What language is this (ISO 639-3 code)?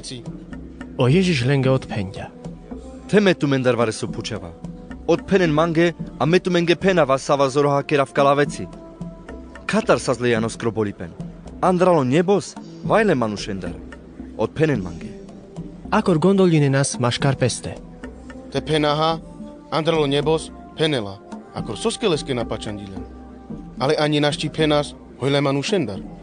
rmc